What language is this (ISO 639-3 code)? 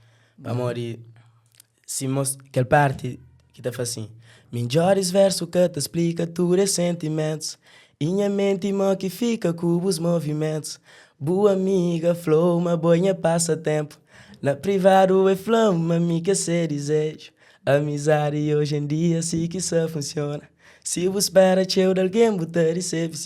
kea